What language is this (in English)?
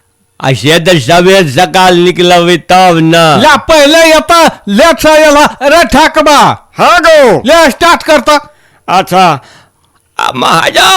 Maithili